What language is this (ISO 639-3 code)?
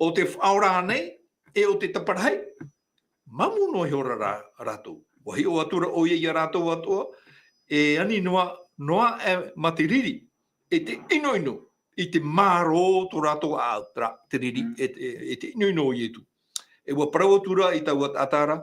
tah